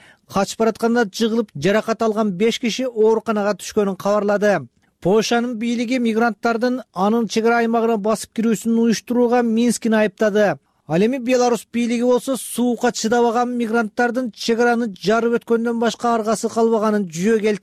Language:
Kyrgyz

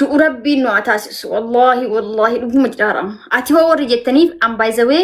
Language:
Oromo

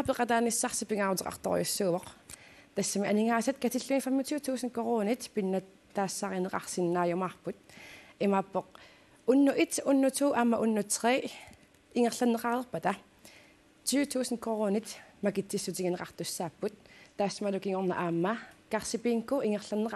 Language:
Kalaallisut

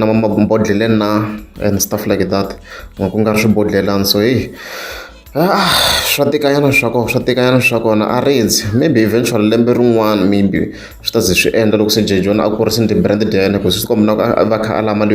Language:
Tsonga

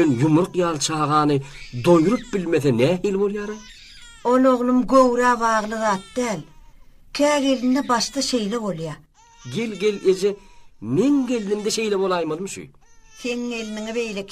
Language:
Turkmen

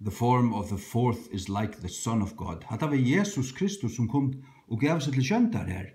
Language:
Faroese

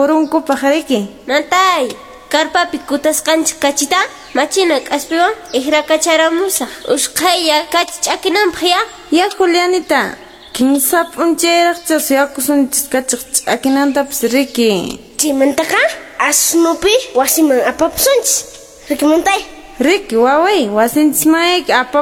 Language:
Quechua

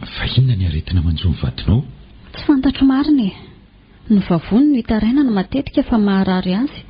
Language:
Malagasy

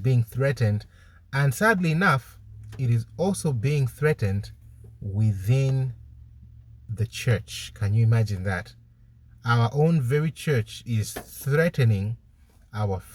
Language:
English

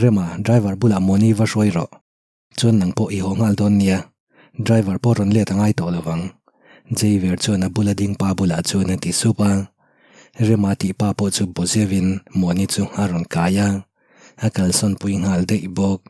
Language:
Mizo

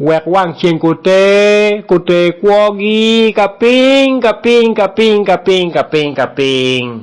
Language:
Acoli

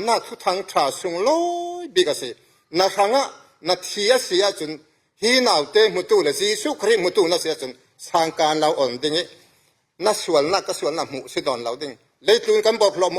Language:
Falam Chin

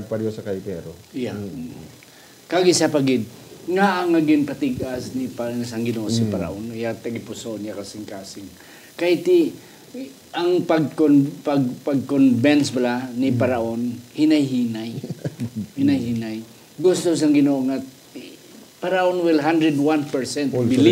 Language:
Hiligaynon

